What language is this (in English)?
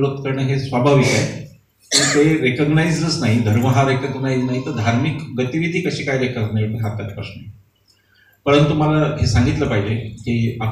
Marathi